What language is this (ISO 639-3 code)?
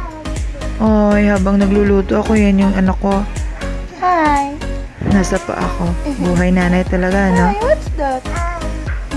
fil